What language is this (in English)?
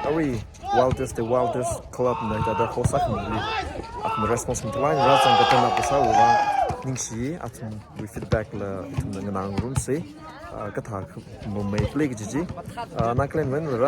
Tangkhul Naga (India)